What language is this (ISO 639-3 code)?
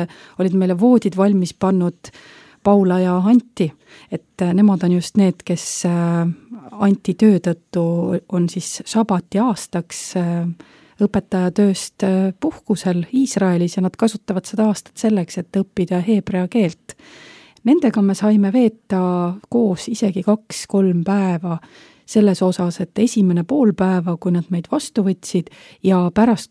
est